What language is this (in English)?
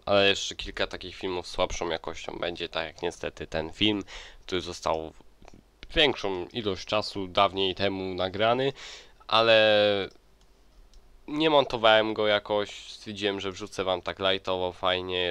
Polish